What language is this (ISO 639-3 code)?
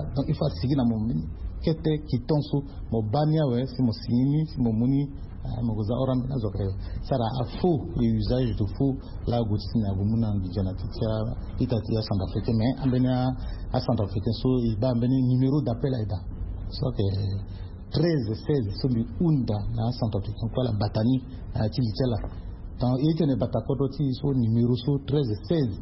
sag